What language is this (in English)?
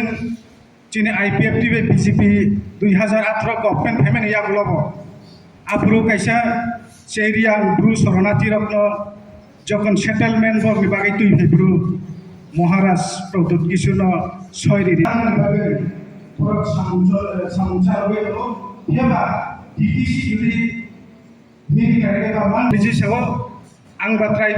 Kok Borok